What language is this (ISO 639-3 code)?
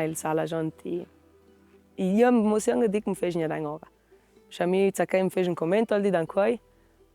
lld